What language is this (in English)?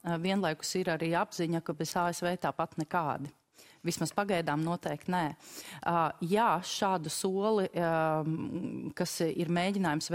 Latvian